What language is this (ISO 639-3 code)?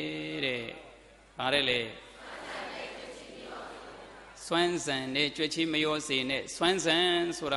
mya